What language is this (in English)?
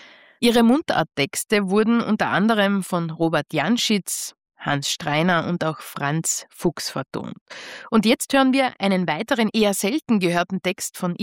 German